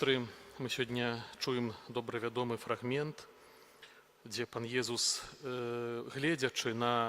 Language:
Belarusian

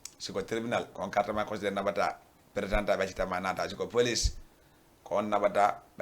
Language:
Fula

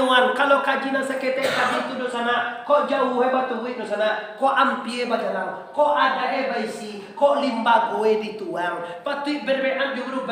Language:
Minangkabau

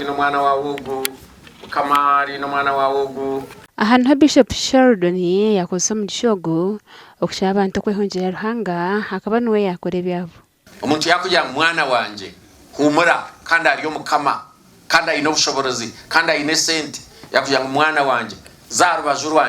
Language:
Nyankole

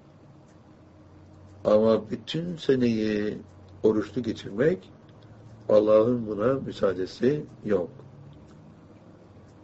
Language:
Turkish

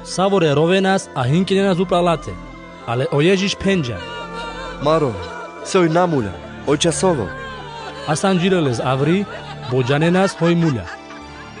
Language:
Carpathian Romani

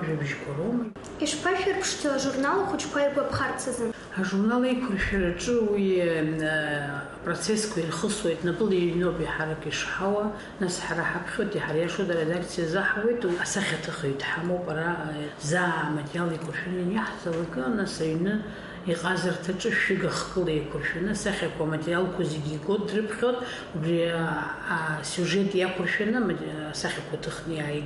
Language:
Abkhazian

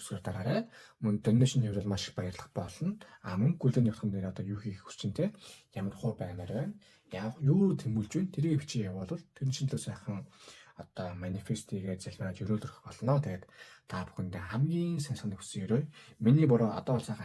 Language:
Mongolian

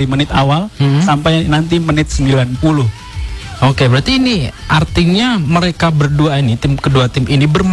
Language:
Indonesian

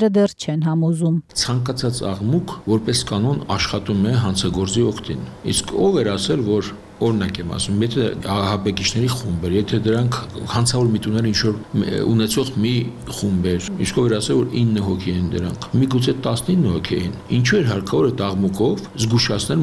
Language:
Armenian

